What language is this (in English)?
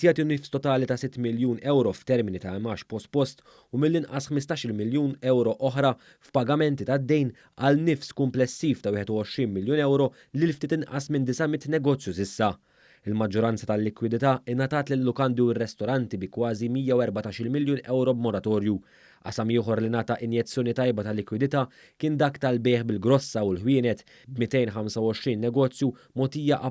Maltese